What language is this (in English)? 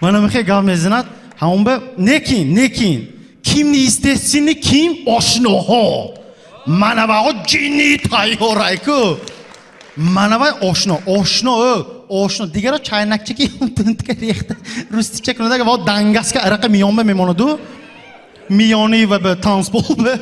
Tajik